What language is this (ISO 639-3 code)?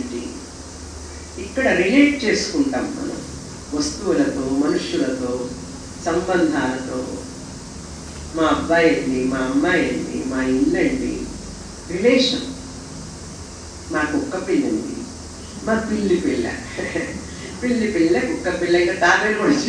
tel